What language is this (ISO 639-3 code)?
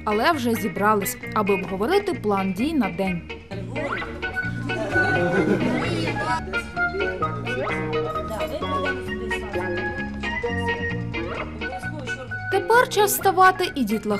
ukr